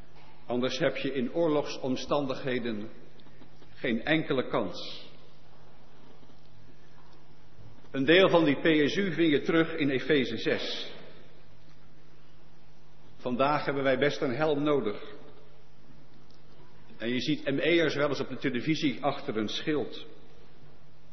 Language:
Dutch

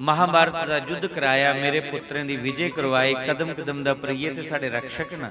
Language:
Dogri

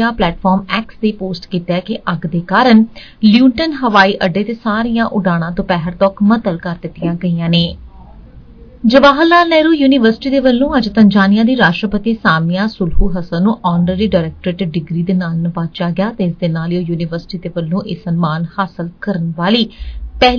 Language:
Punjabi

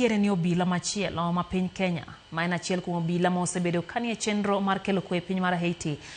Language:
Luo (Kenya and Tanzania)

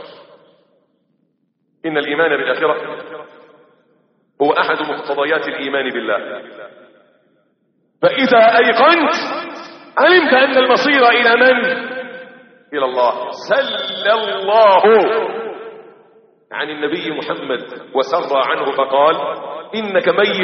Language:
Arabic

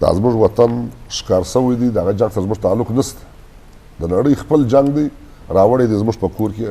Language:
Eastern Balochi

